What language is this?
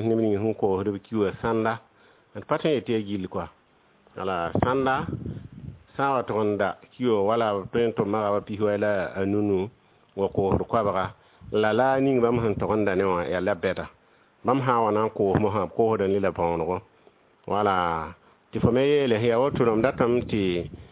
Mossi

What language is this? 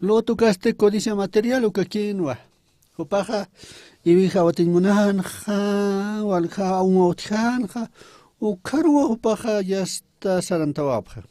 Aymara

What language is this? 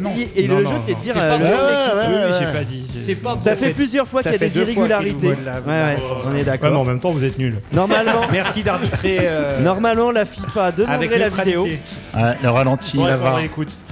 French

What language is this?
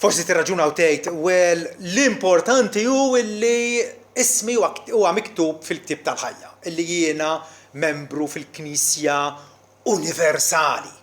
Maltese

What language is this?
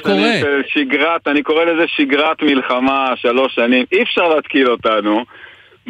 Hebrew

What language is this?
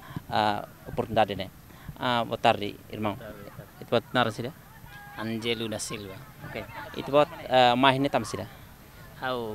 Tetum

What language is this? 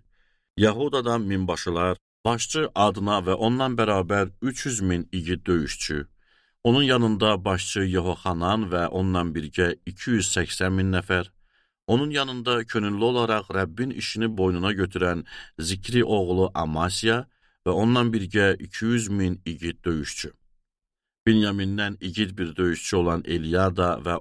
Azerbaijani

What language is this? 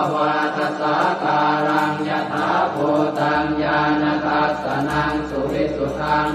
Pali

